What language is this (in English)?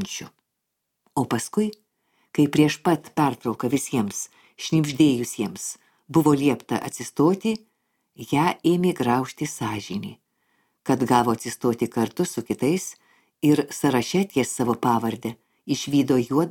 Lithuanian